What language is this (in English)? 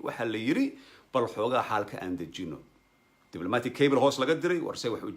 Somali